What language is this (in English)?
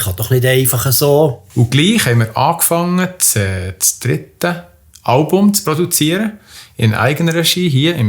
Swiss German